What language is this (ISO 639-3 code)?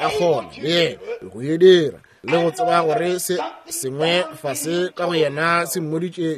nso